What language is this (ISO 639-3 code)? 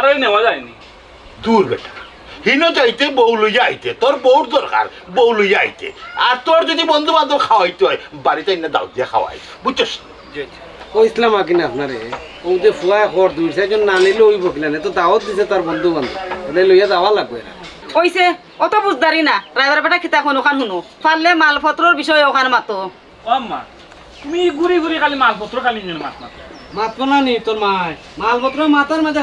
syl